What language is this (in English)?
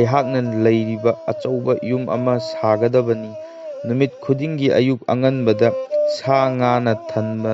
Manipuri